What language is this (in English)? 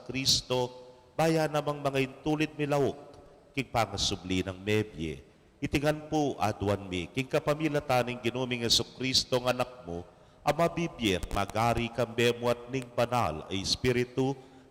Pampanga